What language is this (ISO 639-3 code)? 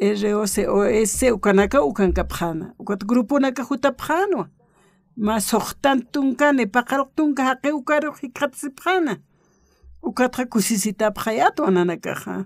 aym